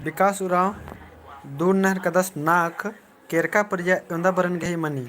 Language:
Kurukh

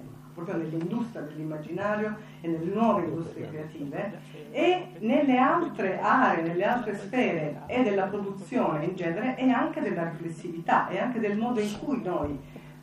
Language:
Italian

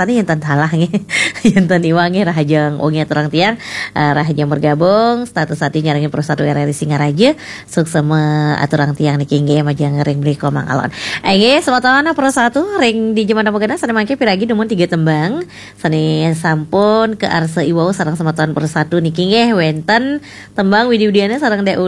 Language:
Balinese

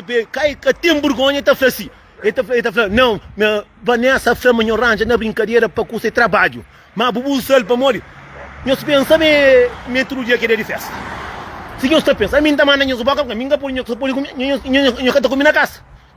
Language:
Kabuverdianu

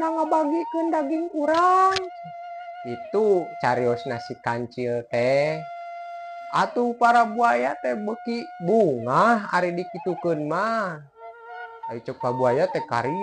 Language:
Sundanese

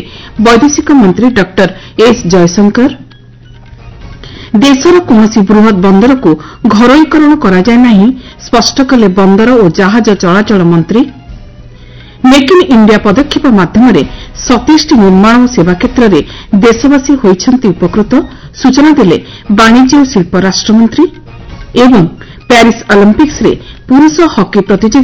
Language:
Odia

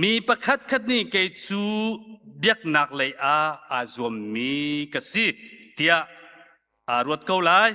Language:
Hakha Chin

